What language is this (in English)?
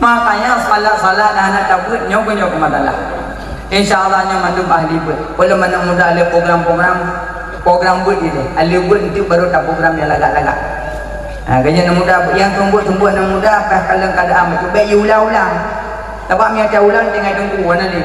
Achinese